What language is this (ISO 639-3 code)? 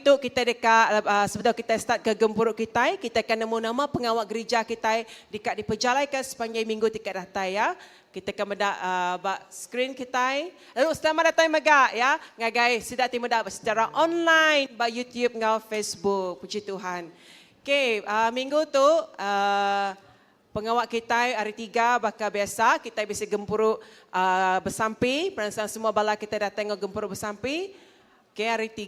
iba